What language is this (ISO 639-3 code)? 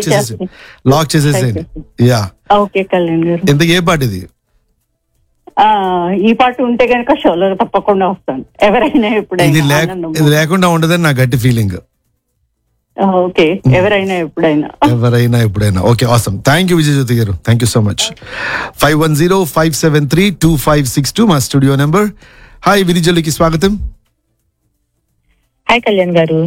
tel